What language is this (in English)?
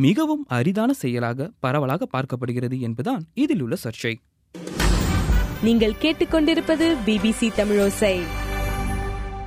Tamil